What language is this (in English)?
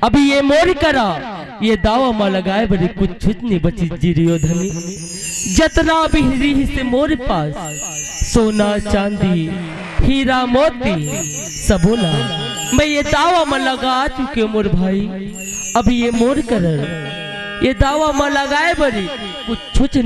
Chhattisgarhi